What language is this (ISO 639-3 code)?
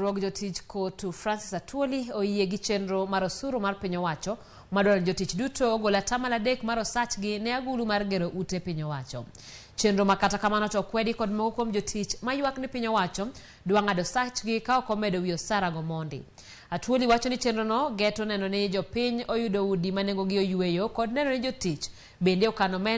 luo